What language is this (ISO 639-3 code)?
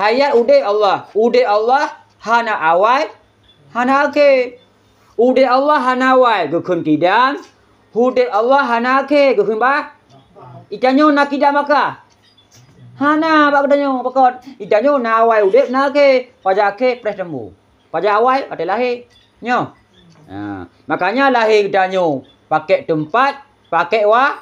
ace